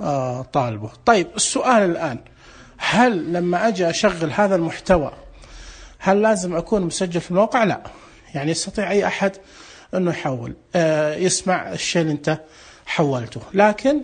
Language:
Najdi Arabic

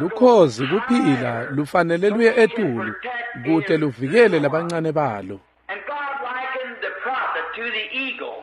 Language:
Swati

